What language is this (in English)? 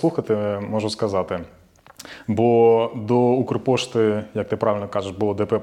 Ukrainian